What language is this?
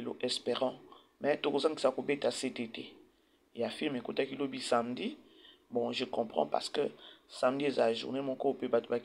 Lingala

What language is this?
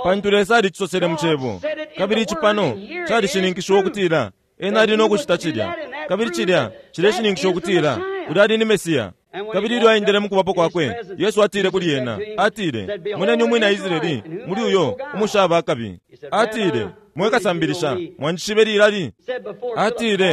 Bemba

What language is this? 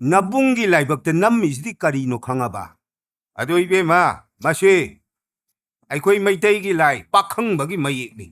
Manipuri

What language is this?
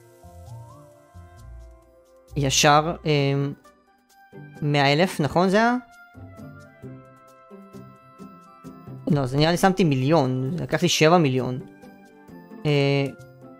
Hebrew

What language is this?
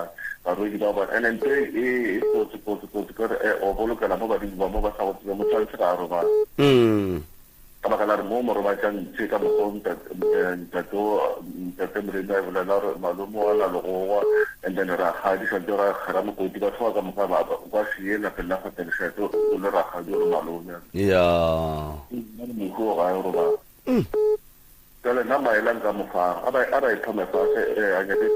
Northern Sotho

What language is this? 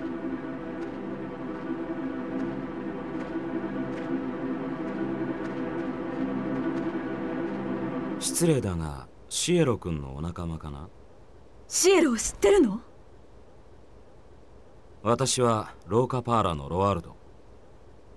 Japanese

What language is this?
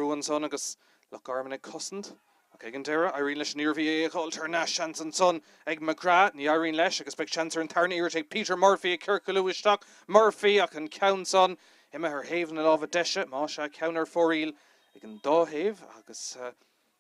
Irish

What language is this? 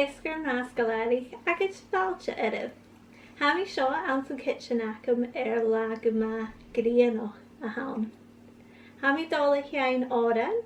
Scottish Gaelic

